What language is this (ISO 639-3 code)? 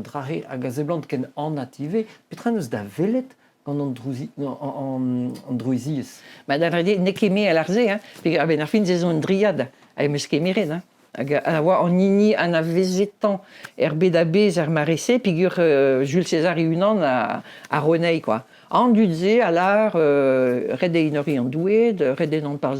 bre